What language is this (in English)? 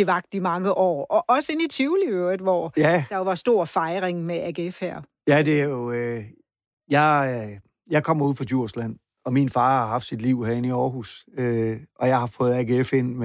Danish